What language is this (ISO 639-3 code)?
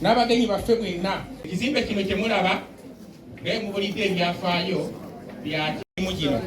lug